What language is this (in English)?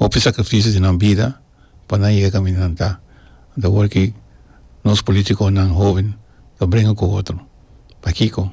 Papiamento